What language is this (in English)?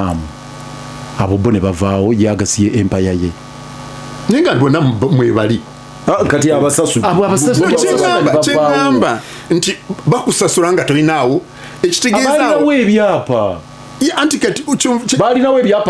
Ganda